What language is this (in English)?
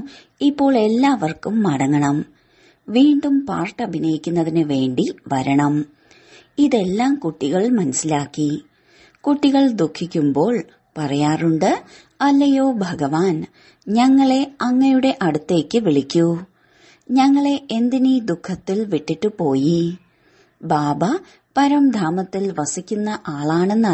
Malayalam